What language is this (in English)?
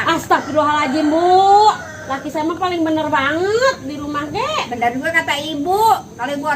Betawi